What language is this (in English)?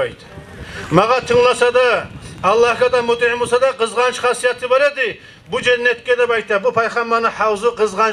Kumyk